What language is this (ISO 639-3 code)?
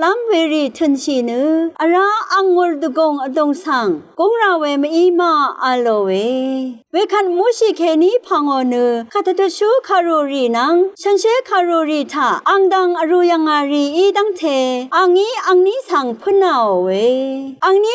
raw